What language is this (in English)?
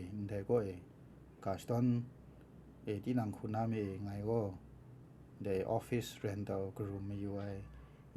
Kachin